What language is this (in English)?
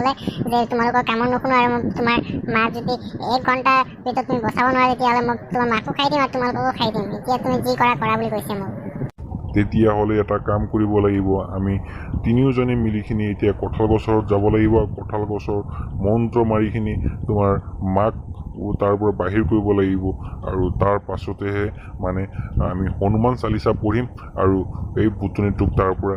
Assamese